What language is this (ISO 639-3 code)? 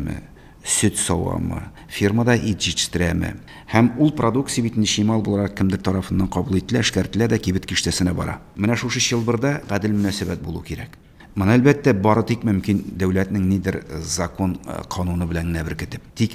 tat